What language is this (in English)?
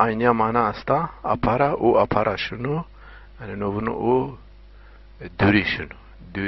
Zaza